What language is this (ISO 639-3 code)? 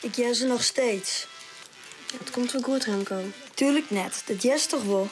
fry